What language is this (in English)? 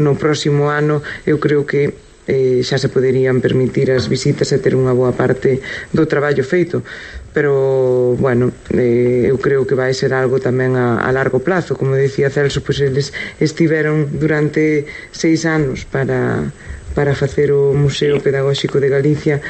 Galician